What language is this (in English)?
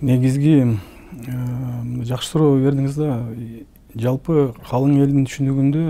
Kyrgyz